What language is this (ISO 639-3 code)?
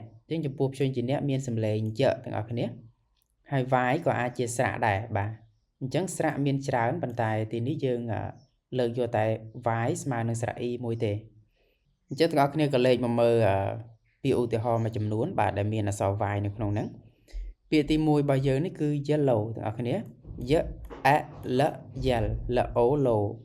khm